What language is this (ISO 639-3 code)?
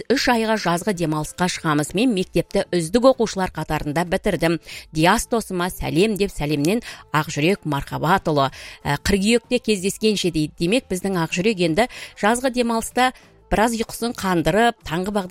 kaz